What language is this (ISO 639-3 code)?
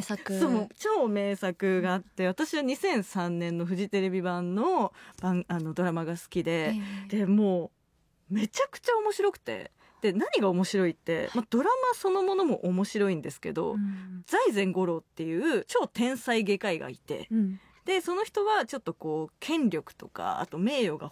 jpn